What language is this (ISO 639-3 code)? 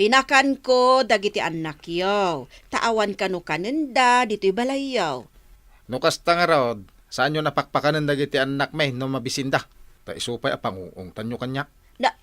ilo